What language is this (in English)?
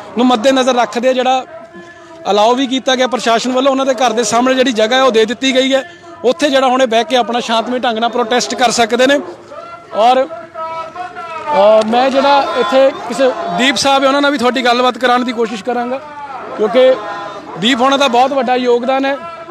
Punjabi